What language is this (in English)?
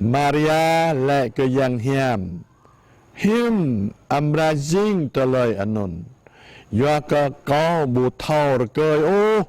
Jarai